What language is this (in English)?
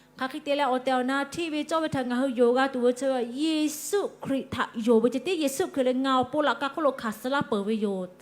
Lahu